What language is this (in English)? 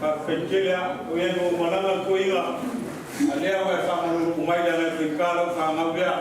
Samoan